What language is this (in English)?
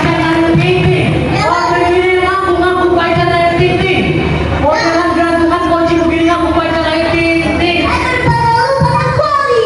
Betawi